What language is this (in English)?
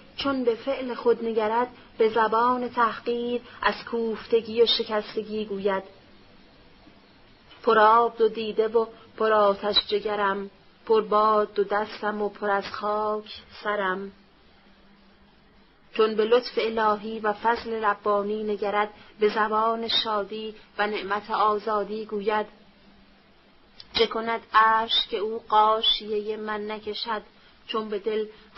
Persian